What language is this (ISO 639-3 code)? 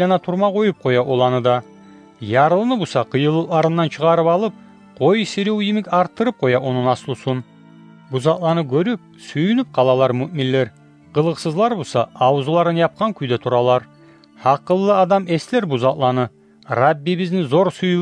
kum